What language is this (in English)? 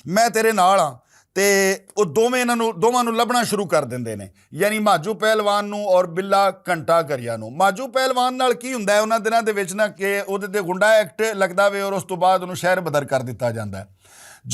Western Panjabi